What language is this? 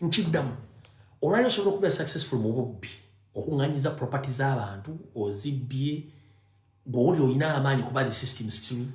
Ganda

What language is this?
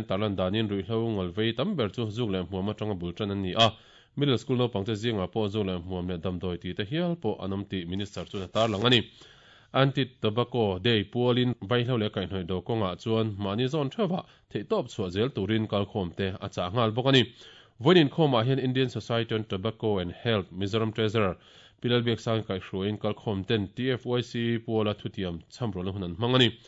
Mizo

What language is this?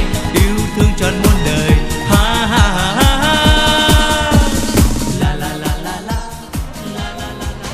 Vietnamese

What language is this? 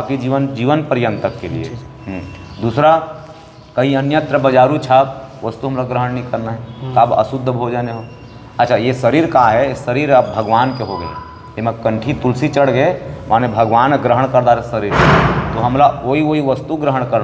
Chhattisgarhi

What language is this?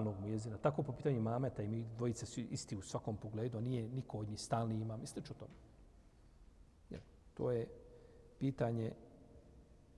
Bosnian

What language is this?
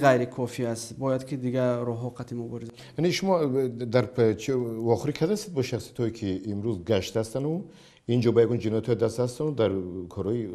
Tajik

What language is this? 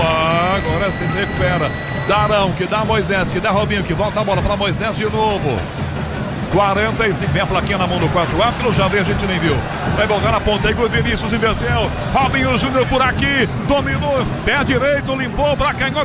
Portuguese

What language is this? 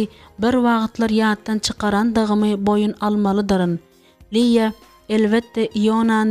Turkmen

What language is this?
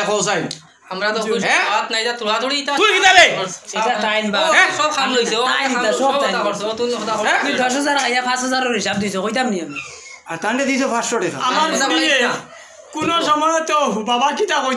Sylheti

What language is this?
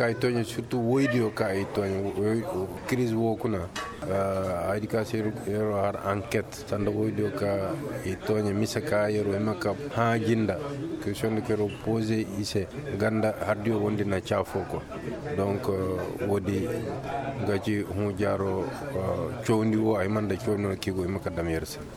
Koyraboro Senni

